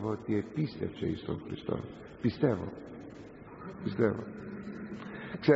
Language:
Greek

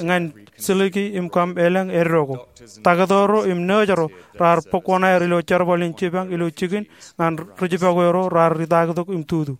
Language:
Marshallese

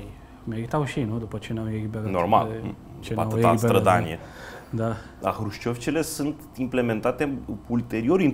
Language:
Romanian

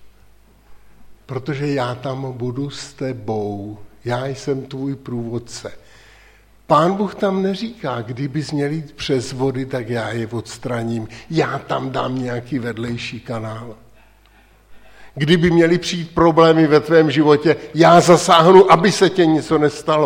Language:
Czech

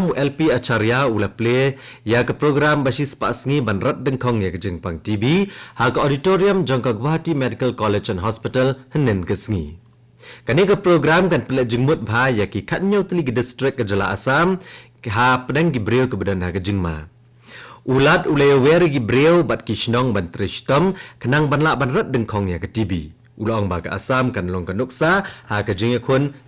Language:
Khasi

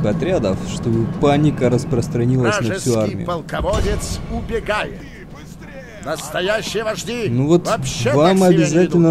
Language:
Russian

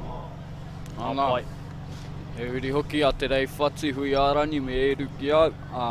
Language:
Māori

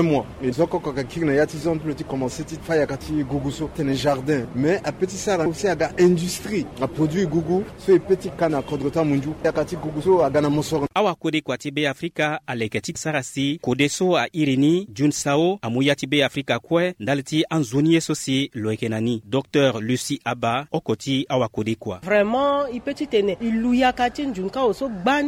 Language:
Sango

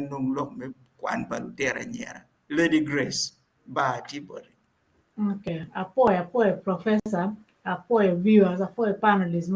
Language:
Acoli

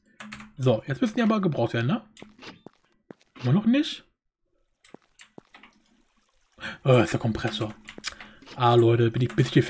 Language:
German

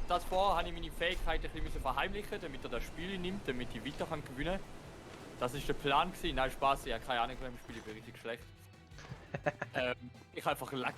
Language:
Swiss German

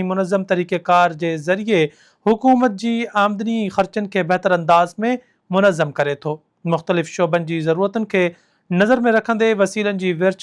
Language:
Sindhi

